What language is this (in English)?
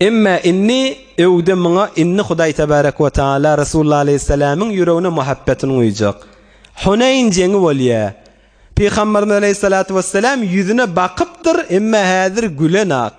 Turkmen